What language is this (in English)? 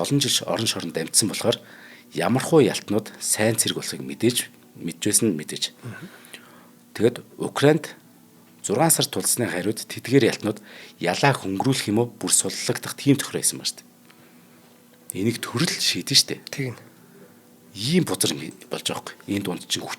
Mongolian